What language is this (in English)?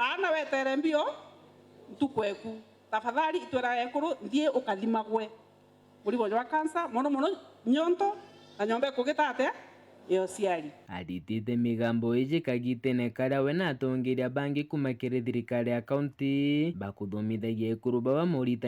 Meru